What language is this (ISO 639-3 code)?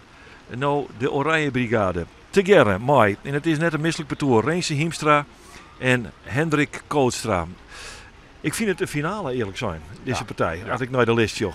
fry